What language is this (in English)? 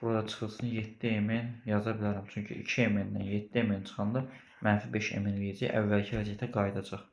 Azerbaijani